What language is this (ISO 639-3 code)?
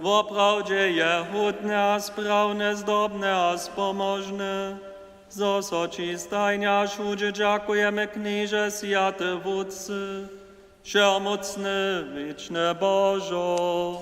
hsb